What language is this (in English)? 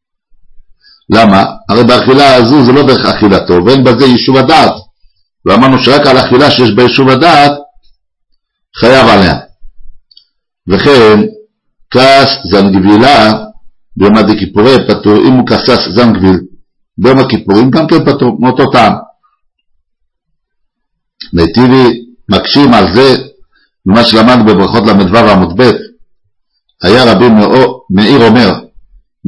Hebrew